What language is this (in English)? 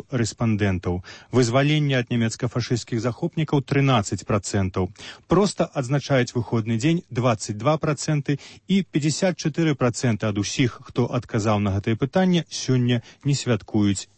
Belarusian